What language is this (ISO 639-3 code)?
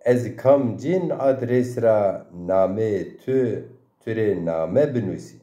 zza